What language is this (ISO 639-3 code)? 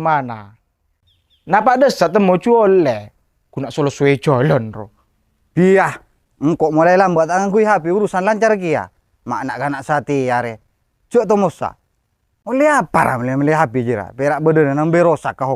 mad